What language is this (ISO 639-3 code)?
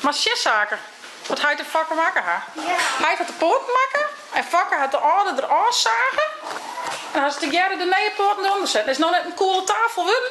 fry